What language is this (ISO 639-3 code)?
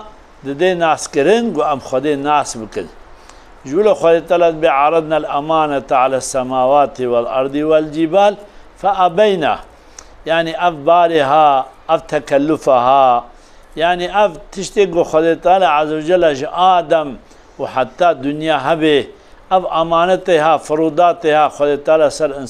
kur